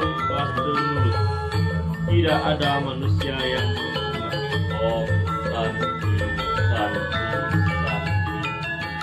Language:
Balinese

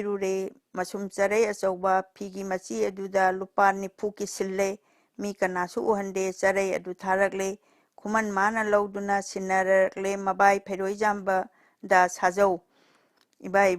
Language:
Manipuri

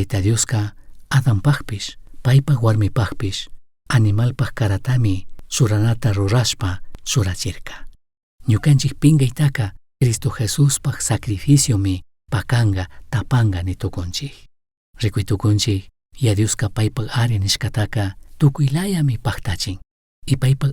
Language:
Chimborazo Highland Quichua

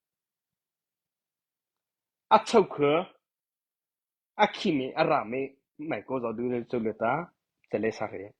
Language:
Mara Chin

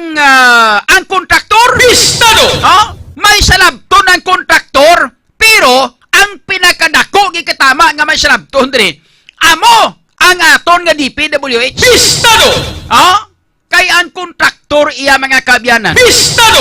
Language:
Hiligaynon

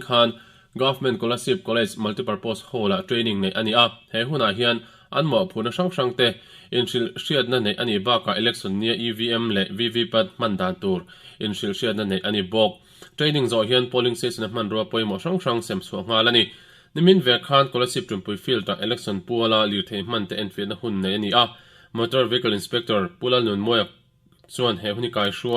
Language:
Mizo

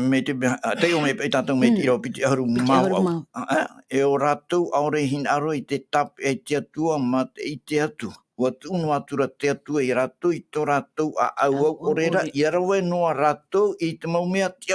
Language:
Tahitian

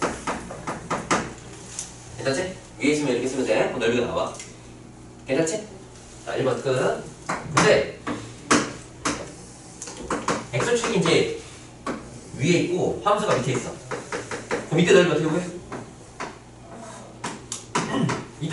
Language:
Korean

